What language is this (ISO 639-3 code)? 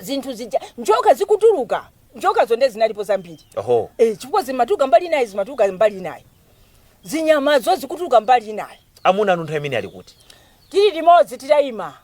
nya